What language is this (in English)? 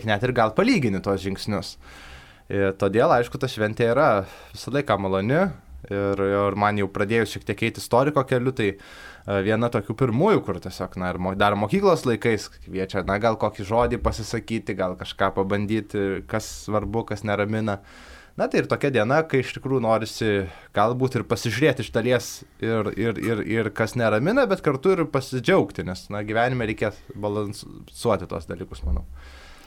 Lithuanian